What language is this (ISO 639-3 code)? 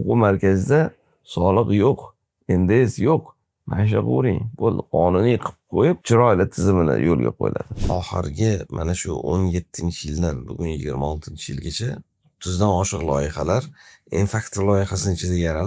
uzb